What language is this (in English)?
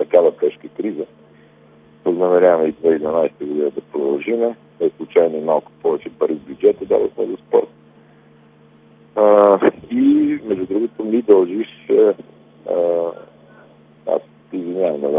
Bulgarian